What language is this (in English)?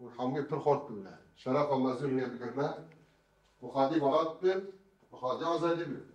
Kurdish